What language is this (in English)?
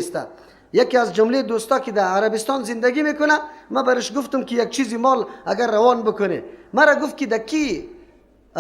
Persian